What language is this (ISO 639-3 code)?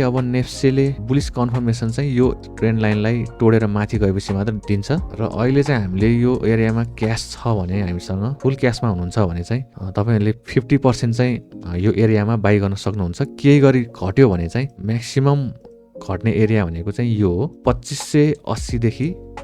nep